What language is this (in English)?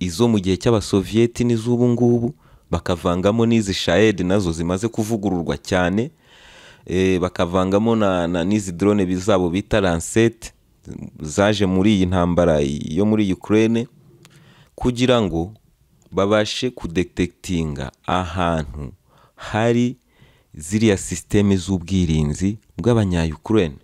Kinyarwanda